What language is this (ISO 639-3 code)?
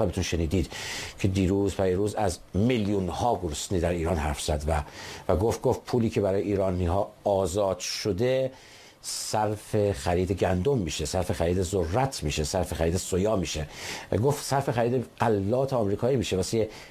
fas